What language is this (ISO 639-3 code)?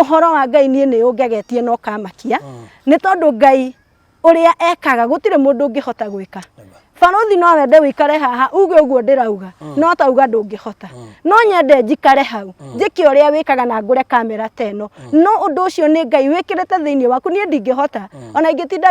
kik